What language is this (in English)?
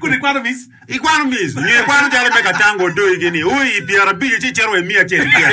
Acoli